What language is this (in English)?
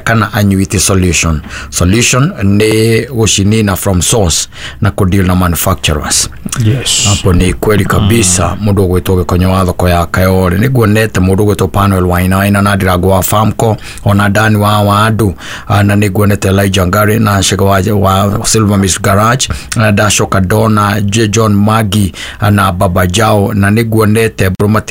Kikuyu